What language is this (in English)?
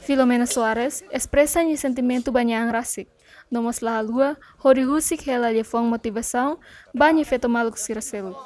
Tetum